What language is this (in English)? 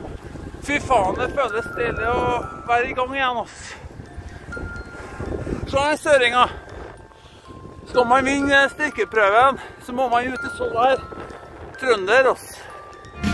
Norwegian